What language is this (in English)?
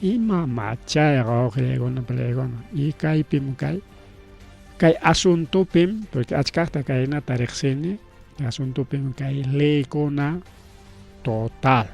Ayacucho Quechua